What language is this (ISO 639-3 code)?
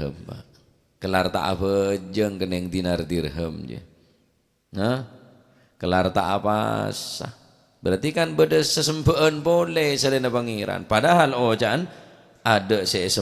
mad